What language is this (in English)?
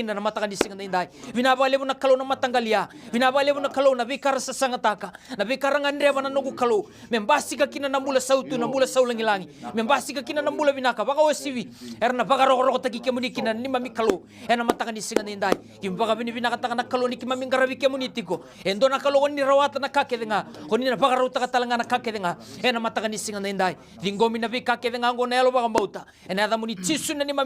Fijian